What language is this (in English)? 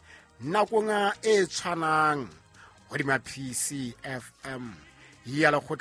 Southern Sotho